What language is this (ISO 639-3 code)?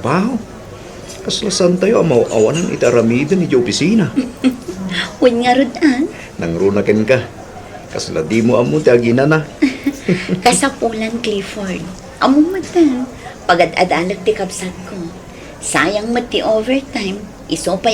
ilo